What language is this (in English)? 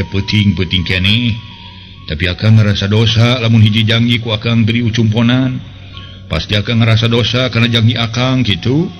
Sundanese